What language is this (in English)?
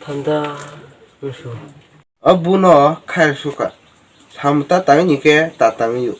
Kok Borok